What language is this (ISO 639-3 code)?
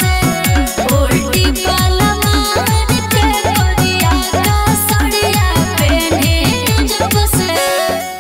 bho